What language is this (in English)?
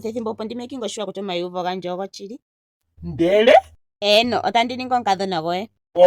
Ndonga